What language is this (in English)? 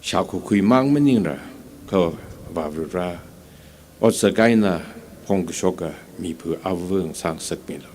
Tangkhul Naga (India)